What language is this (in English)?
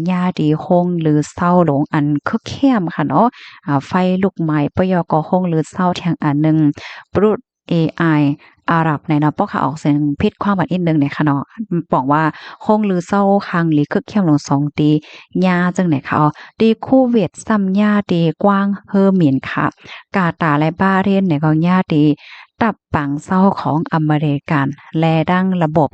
Shan